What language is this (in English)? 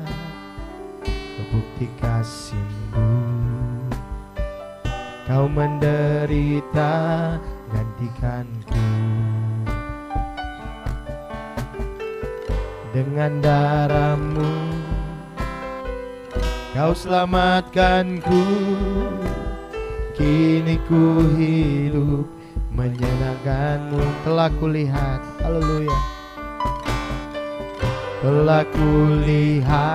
Indonesian